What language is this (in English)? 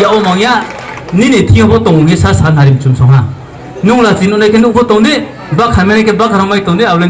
Riang (India)